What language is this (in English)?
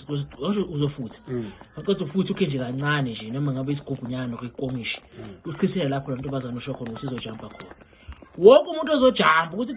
Zulu